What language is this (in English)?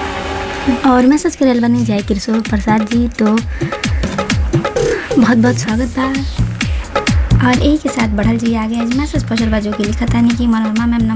Bhojpuri